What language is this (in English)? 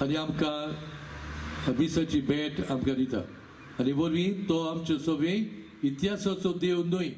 Konkani